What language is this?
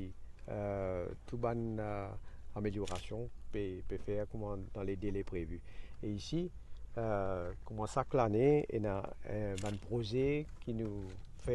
Morisyen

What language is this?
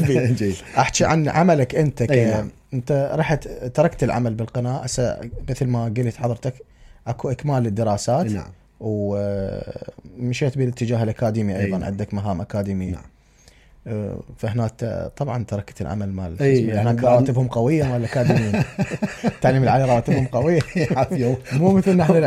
Mesopotamian Arabic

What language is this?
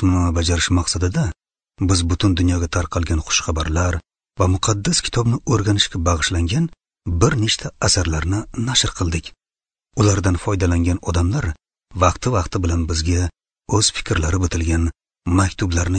Uzbek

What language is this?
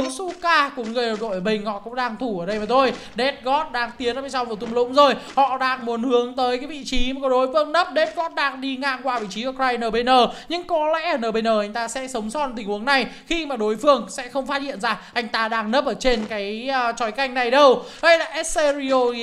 Vietnamese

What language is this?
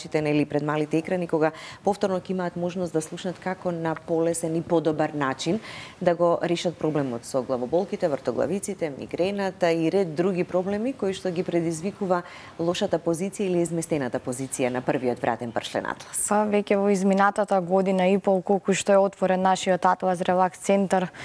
Macedonian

